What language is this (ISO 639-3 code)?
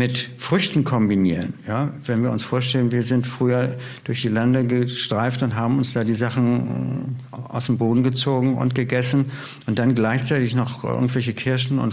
deu